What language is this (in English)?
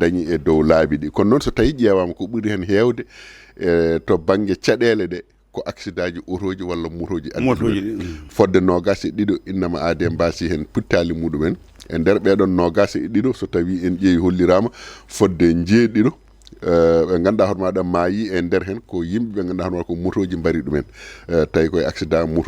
Fula